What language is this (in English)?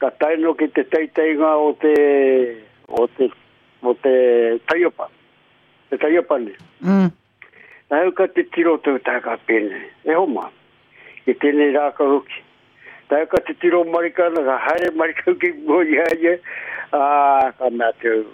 Māori